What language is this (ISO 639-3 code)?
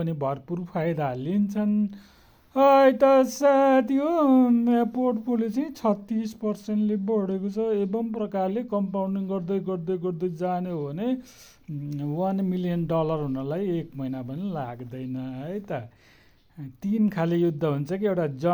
nep